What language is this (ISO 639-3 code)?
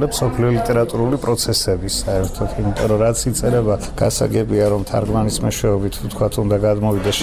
kat